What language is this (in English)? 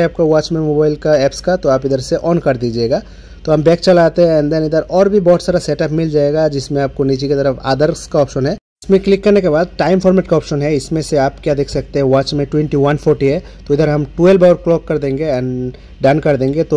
Hindi